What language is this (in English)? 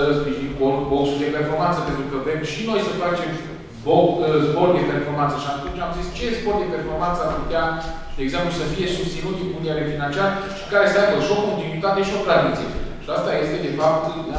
Romanian